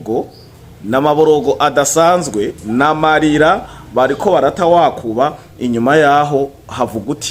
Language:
Rundi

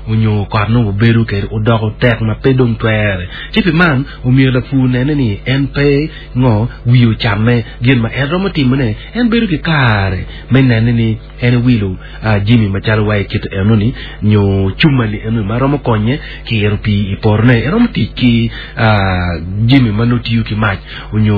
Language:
Acoli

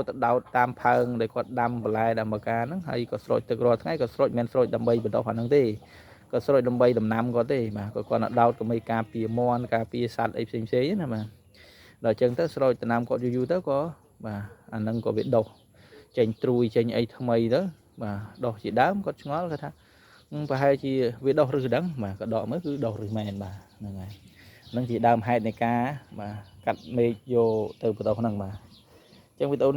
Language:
Khmer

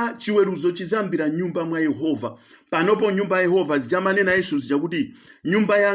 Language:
Nyanja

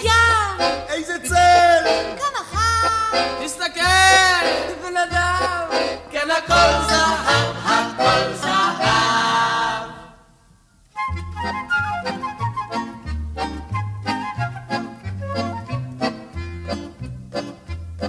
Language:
Hebrew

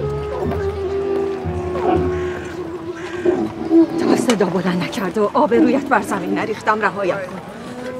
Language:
Persian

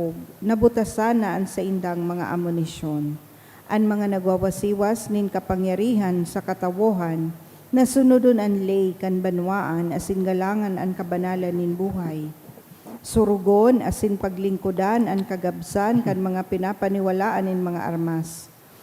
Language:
Bikol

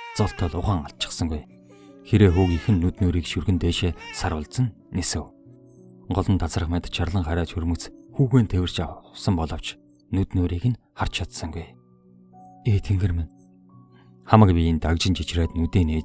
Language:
Mongolian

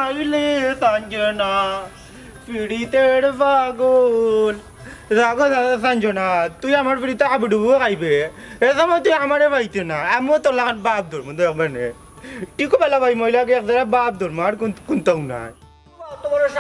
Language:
Sylheti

